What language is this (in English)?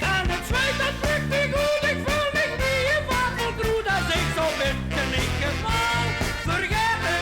Limburgish